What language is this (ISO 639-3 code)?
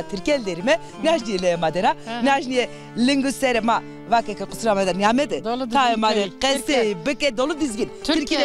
zza